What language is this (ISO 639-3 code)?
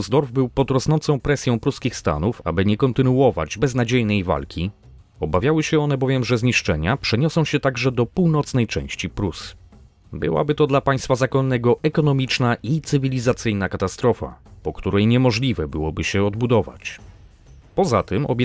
pol